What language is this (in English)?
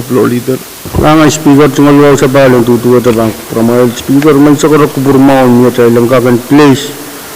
Pohnpeian